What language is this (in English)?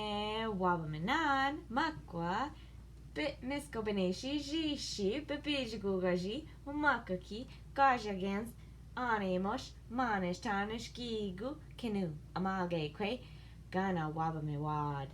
Ojibwa